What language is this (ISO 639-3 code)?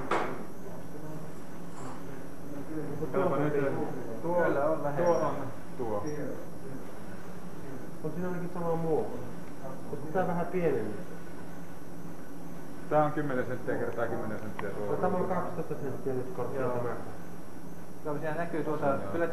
fin